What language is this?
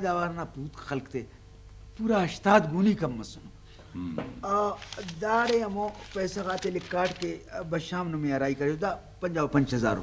Brahui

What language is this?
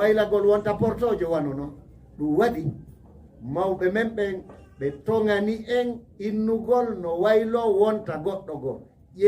Fula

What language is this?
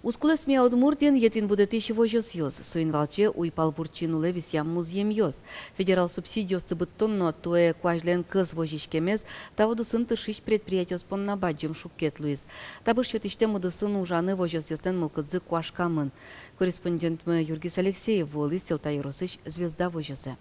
Udmurt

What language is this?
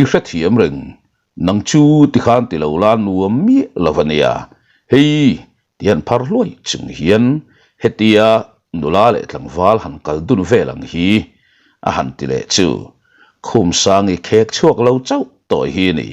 Mizo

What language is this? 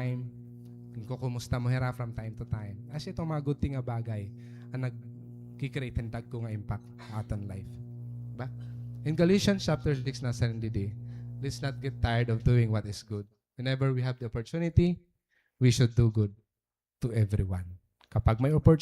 Waray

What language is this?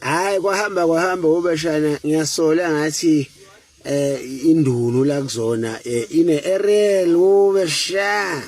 Zulu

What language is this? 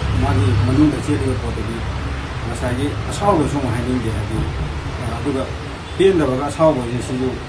Manipuri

